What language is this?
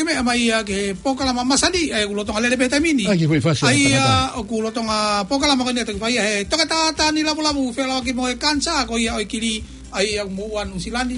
Tongan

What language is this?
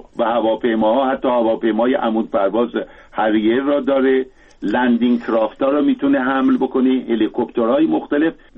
Persian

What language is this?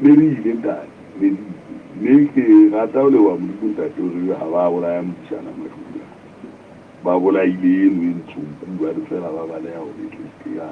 Southern Sotho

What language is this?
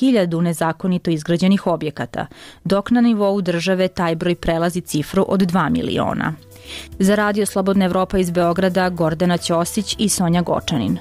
Serbian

